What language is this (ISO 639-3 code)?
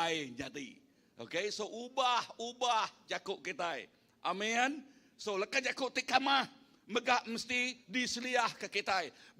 iba